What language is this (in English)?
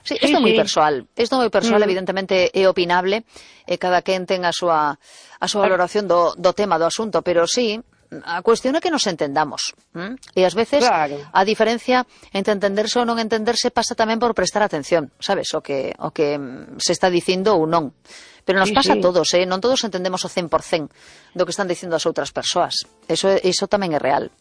Galician